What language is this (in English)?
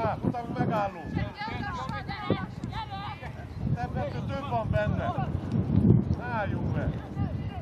Hungarian